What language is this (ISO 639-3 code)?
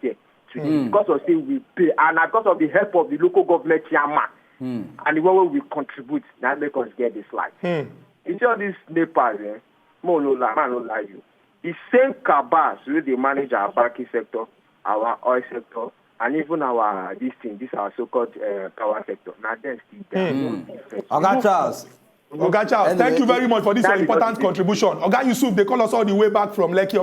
pcm